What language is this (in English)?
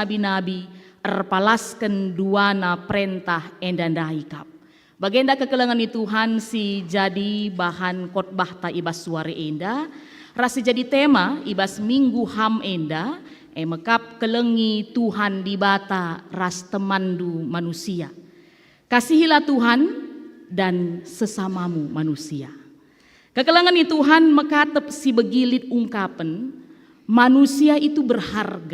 Batak Karo